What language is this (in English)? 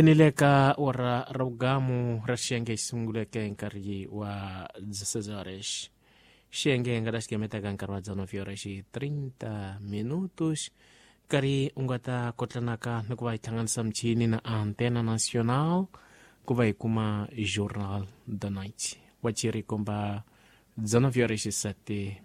Tsonga